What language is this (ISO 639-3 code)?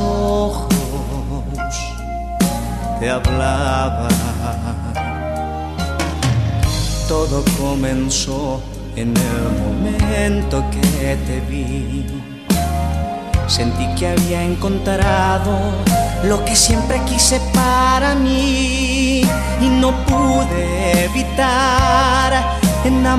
spa